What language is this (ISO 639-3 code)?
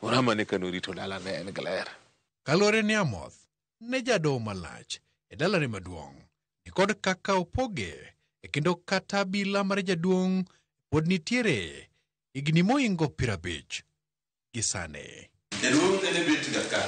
luo